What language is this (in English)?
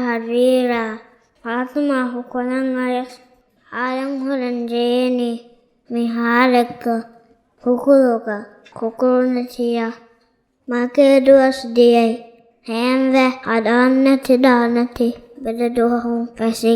Divehi